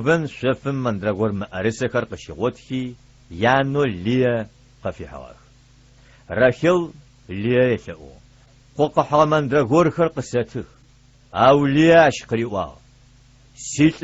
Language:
Adyghe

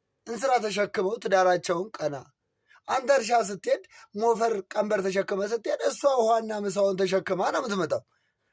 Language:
Amharic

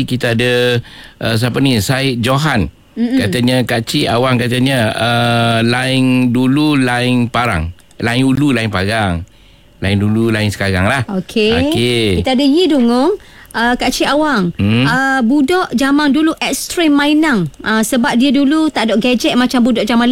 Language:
Malay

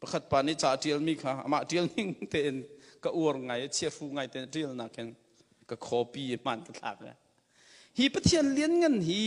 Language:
Hakha Chin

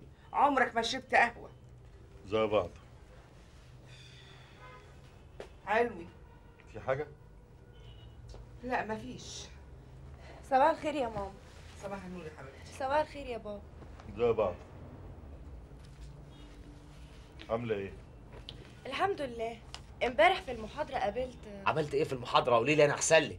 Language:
Egyptian Arabic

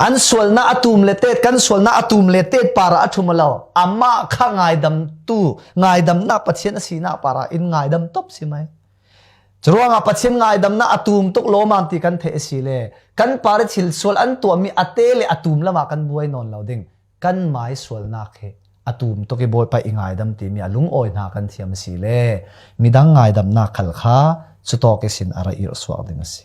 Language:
Falam Chin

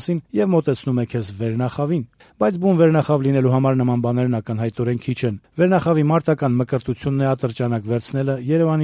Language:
Armenian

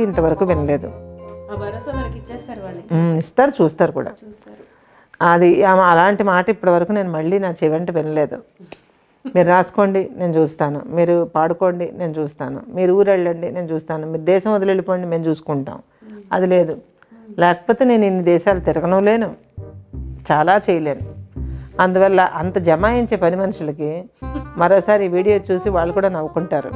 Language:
Telugu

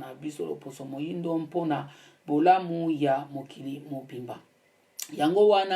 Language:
Lingala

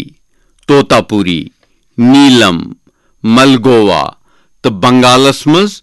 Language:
Kashmiri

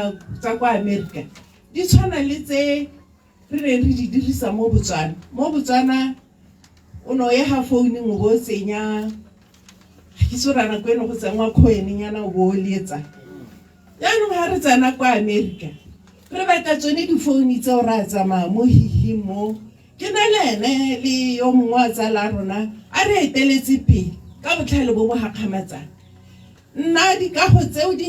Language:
Tswana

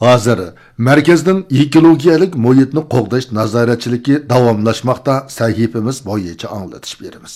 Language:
Uyghur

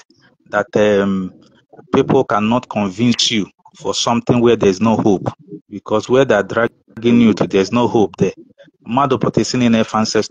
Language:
Igbo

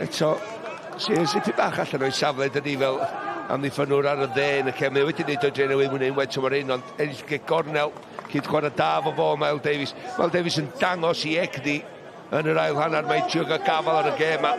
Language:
Welsh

